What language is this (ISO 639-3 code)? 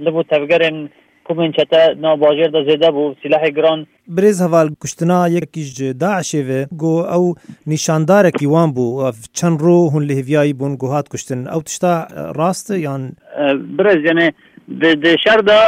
kur